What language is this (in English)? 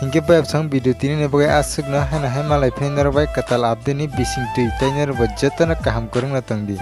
Kok Borok